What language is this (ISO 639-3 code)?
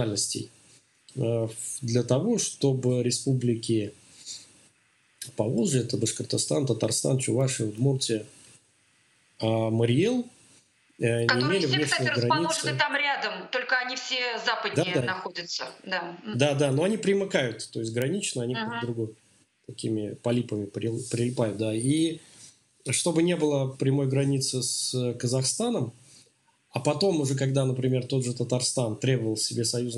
rus